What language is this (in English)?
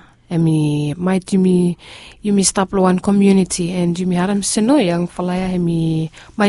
Bislama